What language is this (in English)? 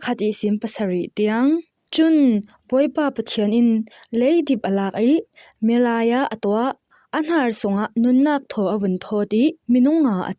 Falam Chin